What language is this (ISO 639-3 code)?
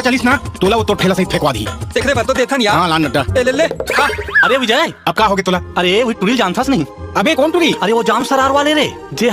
hne